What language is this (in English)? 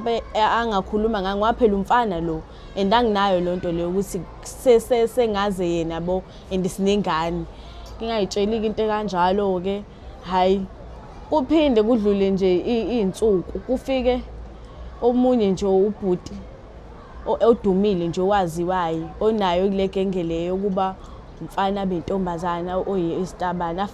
Zulu